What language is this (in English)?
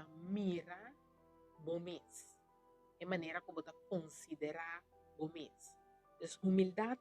Papiamento